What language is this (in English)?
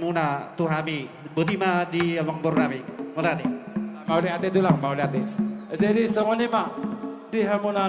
Batak Toba